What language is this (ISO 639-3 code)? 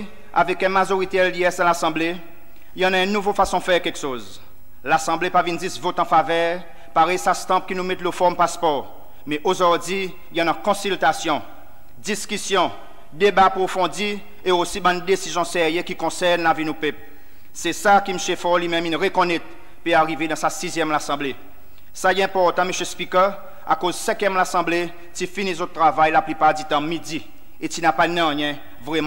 crs